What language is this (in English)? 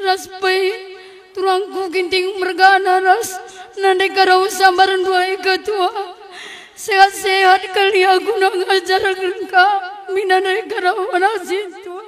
Batak Karo